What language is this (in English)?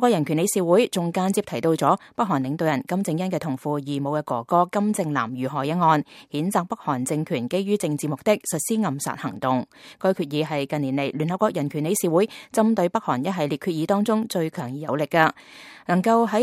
Cantonese